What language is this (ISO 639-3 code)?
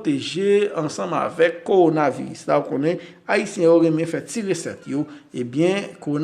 hat